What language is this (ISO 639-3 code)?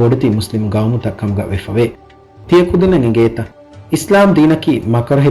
div